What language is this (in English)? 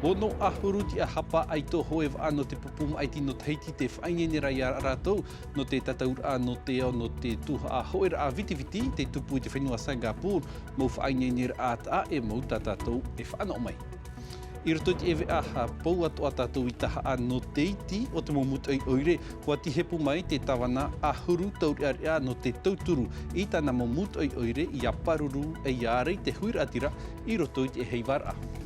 Tahitian